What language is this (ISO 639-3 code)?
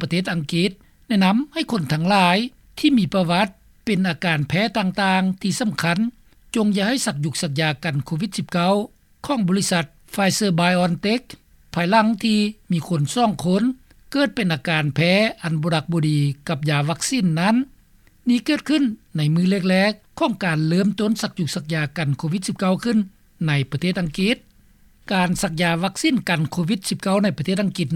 lao